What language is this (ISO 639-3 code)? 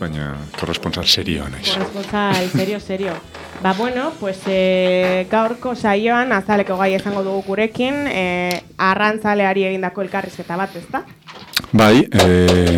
eus